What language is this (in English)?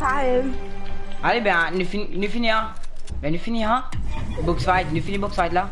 Morisyen